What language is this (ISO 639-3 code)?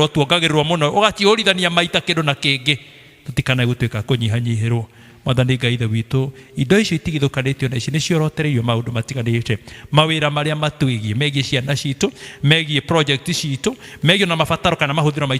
kik